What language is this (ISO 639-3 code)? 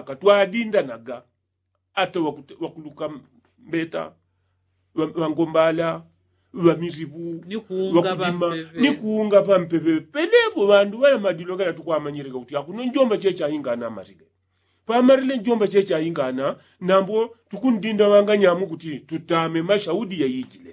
yao